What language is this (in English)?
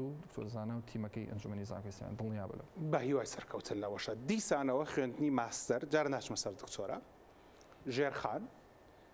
Central Kurdish